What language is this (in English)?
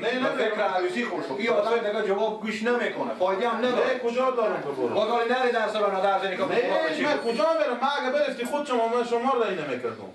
Persian